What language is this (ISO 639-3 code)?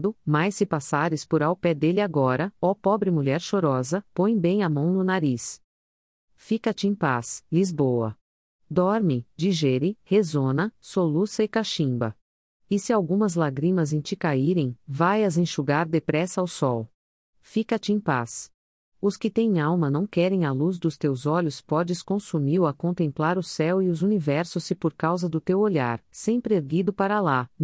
por